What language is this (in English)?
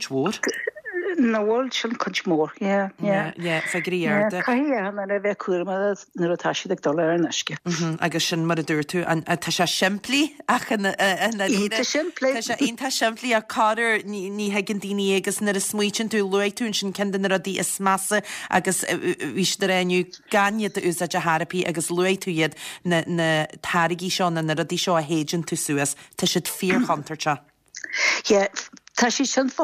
Irish